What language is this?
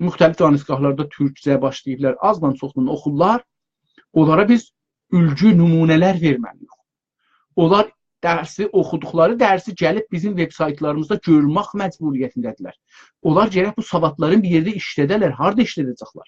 South Azerbaijani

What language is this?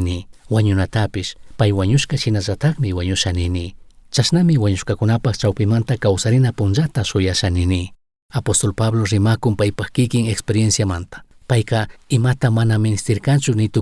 Chimborazo Highland Quichua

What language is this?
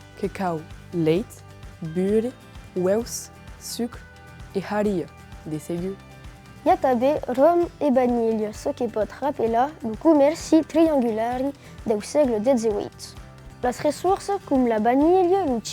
Occitan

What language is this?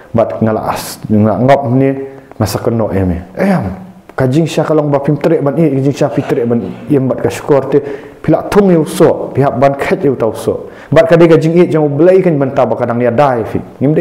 Khasi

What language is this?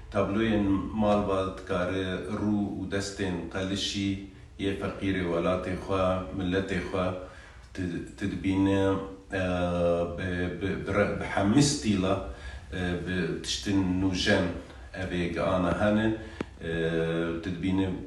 Kurdish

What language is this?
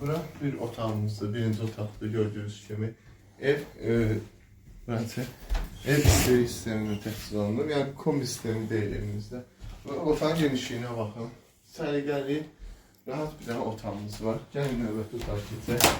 Azerbaijani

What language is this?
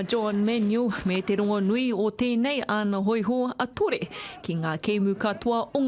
Māori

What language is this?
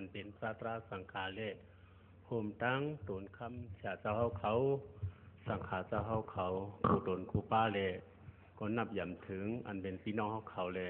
Shan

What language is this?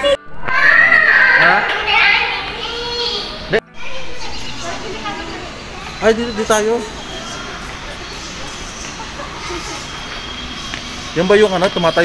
Filipino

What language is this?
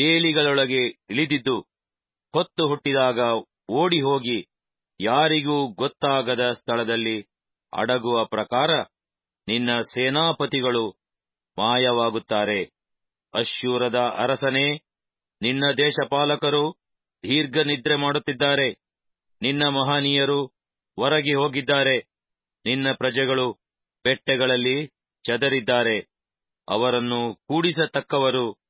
Kannada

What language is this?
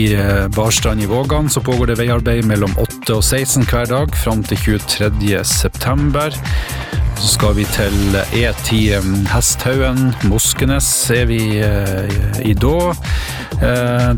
Norwegian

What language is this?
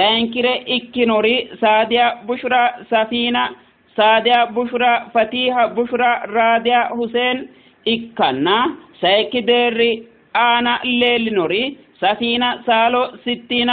Sidamo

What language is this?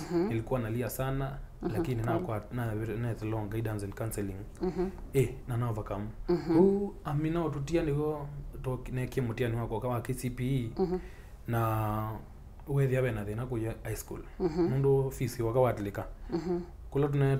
Kamba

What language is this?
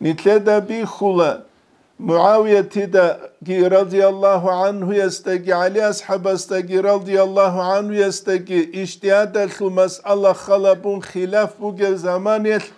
Avaric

